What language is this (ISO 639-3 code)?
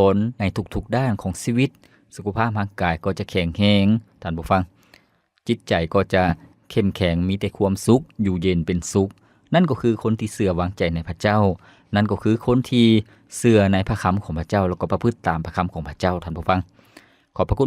lao